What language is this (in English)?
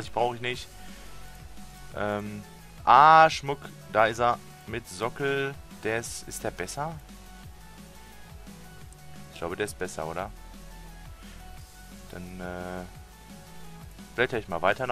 German